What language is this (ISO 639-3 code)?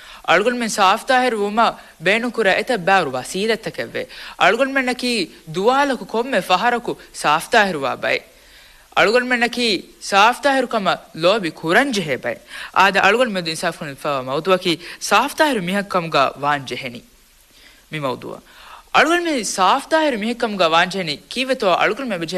div